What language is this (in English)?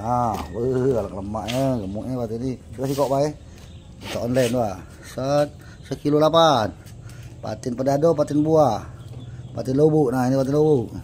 Musi